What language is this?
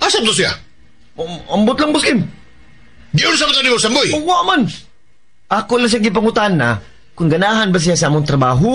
Cebuano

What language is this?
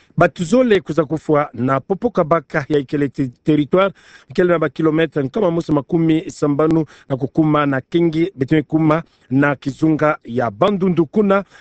Kituba (Democratic Republic of Congo)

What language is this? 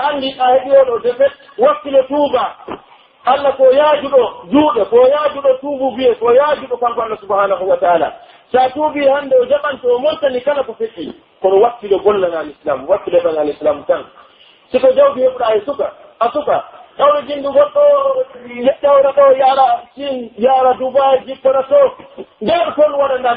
Pular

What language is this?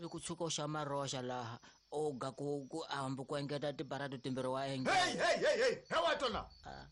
Tsonga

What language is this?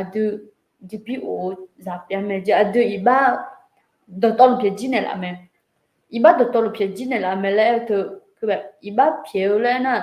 Akha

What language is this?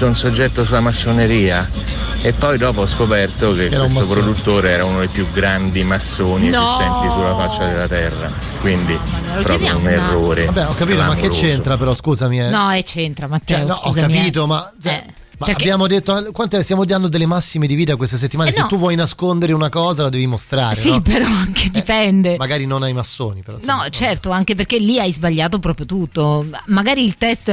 Italian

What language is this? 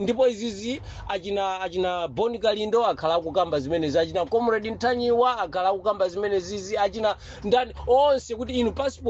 Nyanja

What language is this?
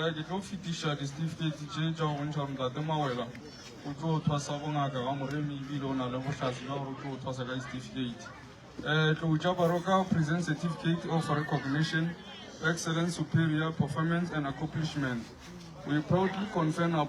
Northern Sotho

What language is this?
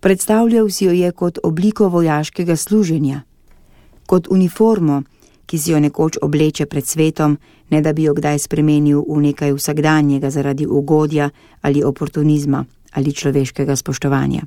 Slovenian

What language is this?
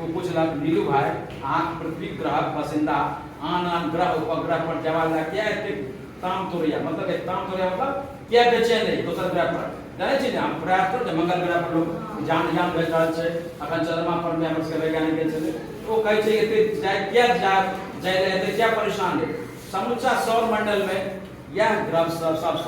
Maithili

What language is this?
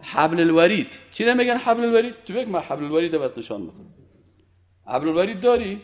Persian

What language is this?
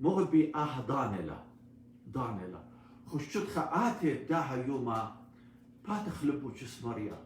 Assyrian Neo-Aramaic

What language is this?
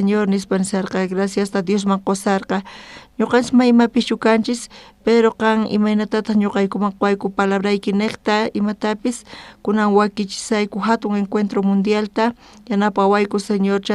South Bolivian Quechua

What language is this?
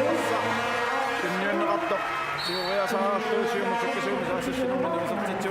Kalaallisut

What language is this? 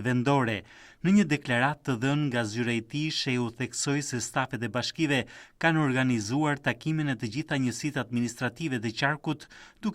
Albanian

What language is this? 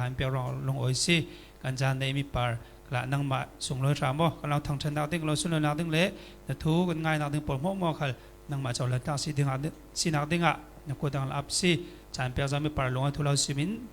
Falam Chin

